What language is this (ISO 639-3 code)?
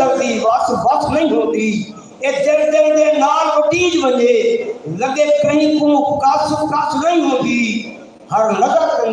skr